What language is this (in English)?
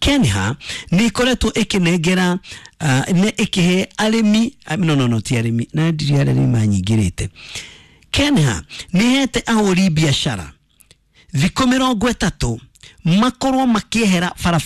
Kikuyu